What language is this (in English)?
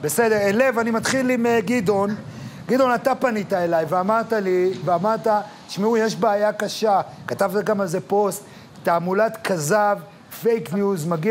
Hebrew